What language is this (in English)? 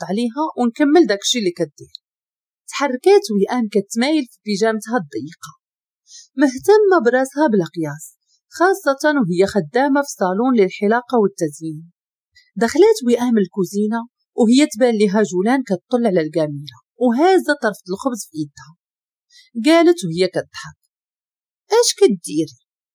Moroccan Arabic